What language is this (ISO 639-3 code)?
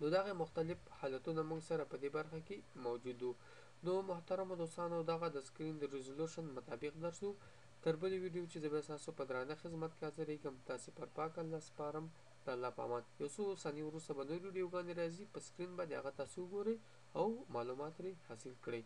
pus